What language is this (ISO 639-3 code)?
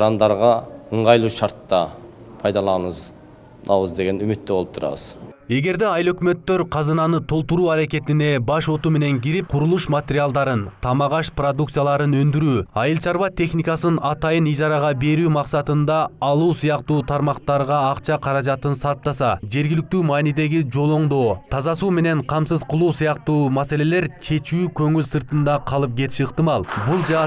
kir